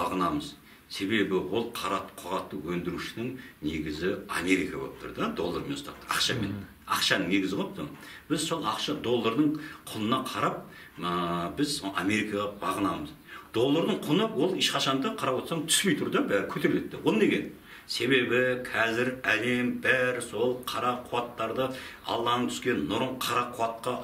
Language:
Kazakh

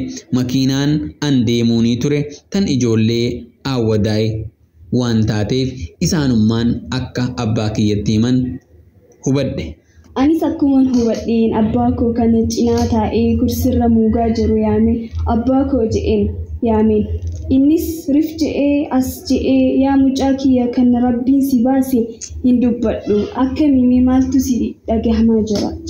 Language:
Oromo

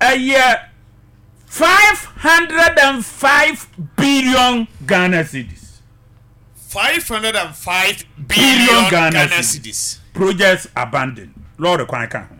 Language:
Akan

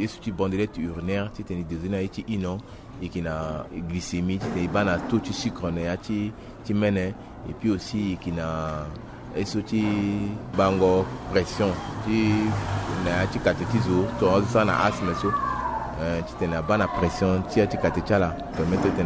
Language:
Sango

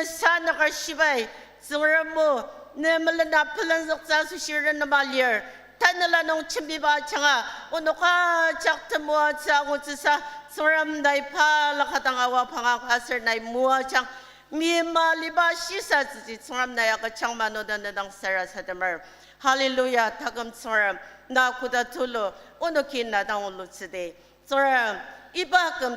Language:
Ao Naga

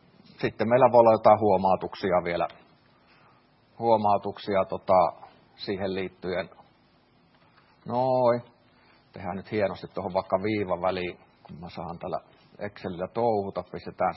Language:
Finnish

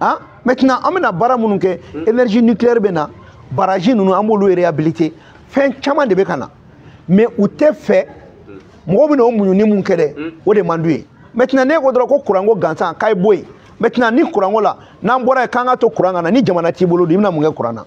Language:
Bambara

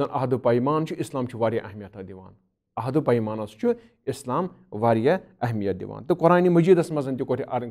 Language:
Kashmiri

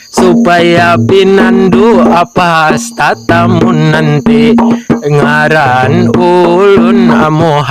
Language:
Banjar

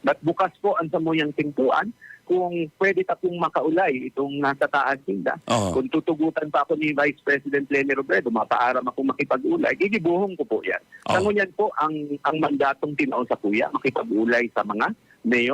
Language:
Bikol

